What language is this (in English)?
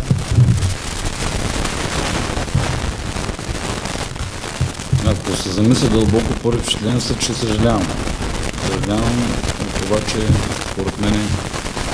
Bulgarian